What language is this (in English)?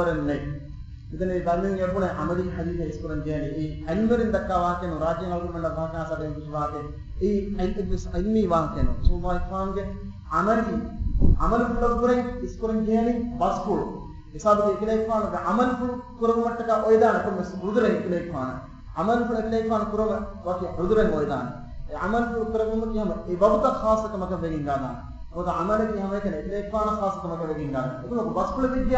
Divehi